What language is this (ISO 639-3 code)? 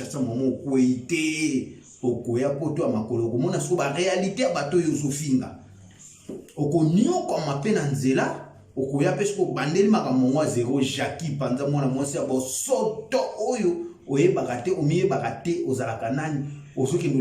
lin